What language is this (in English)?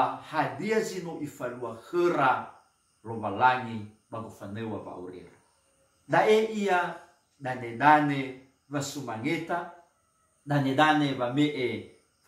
Nias